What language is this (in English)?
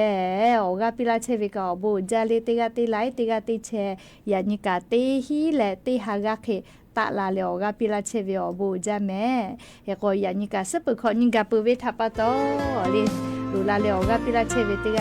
Lahu